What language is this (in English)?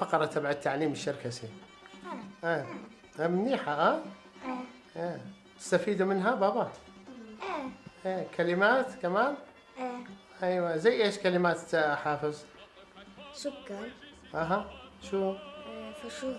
North Levantine Arabic